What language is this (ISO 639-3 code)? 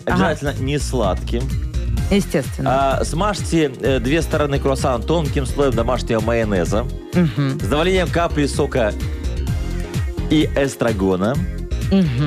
rus